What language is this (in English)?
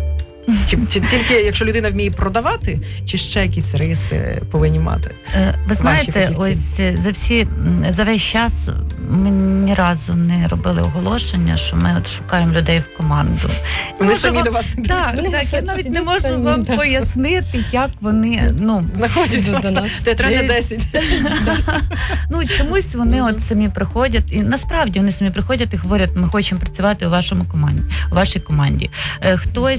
Ukrainian